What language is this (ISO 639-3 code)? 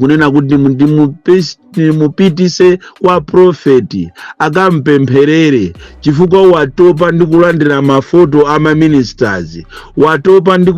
nya